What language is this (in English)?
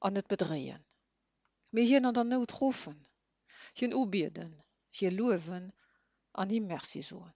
Luxembourgish